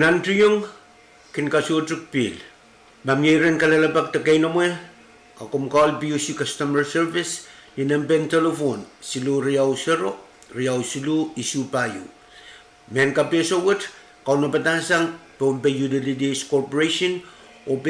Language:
Pohnpeian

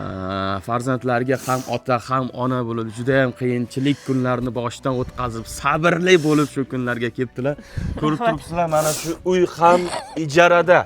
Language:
Uzbek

